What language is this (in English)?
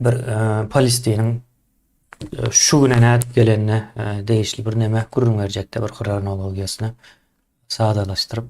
Turkmen